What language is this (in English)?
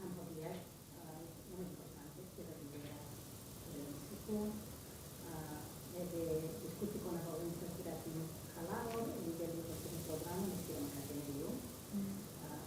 Tetum